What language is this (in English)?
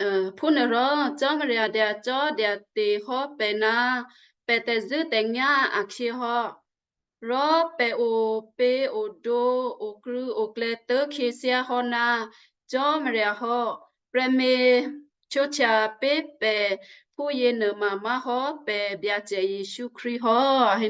Western Kayah